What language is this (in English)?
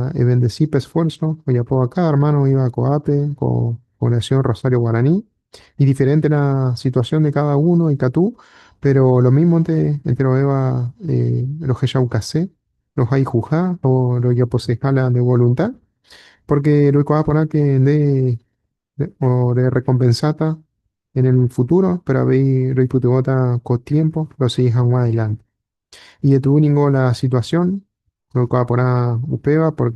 Guarani